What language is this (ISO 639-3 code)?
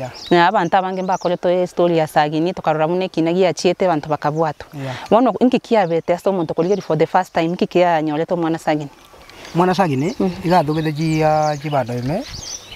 guz